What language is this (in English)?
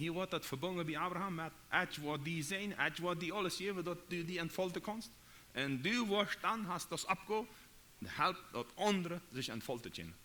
Plautdietsch